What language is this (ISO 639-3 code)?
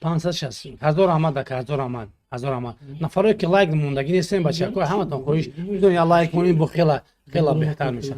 tgk